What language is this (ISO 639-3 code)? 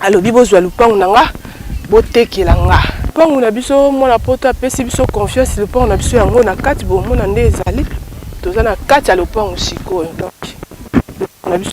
lin